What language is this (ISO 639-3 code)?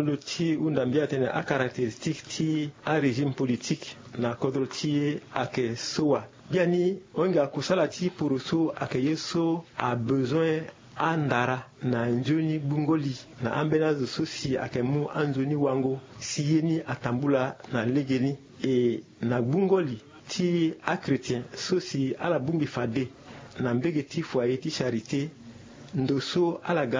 sag